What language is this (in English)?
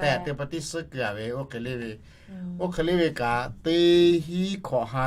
Lahu